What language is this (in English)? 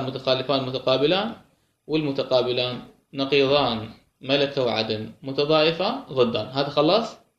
Mesopotamian Arabic